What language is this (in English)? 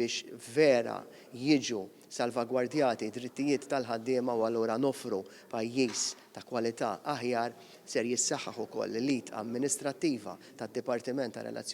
Maltese